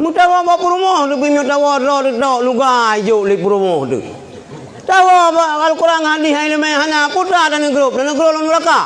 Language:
Achinese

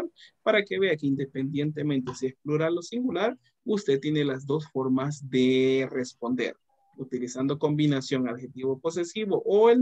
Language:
Spanish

